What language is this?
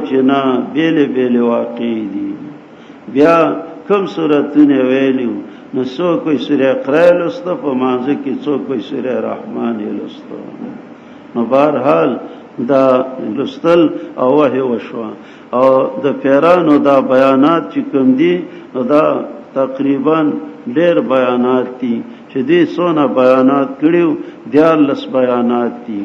Pashto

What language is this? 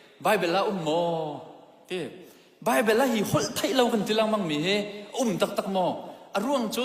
Hakha Chin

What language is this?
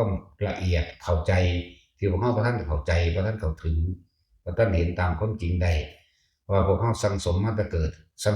Northeastern Thai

